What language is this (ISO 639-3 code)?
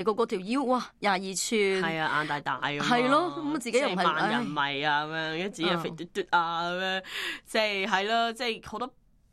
yue